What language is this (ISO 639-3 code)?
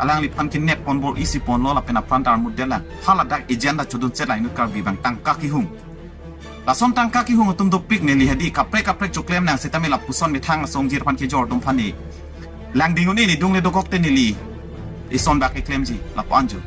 mjw